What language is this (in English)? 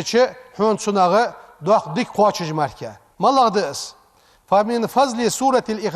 Ingush